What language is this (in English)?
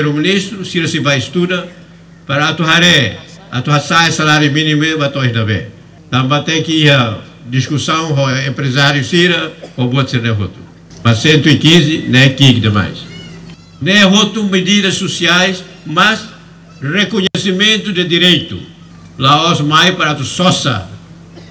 Tetum